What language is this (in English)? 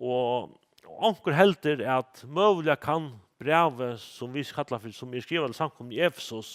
Faroese